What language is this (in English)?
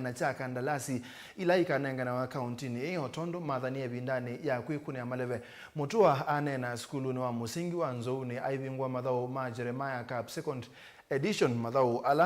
Kamba